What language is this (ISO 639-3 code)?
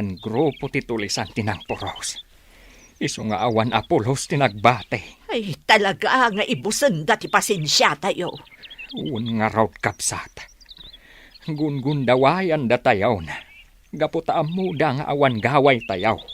ilo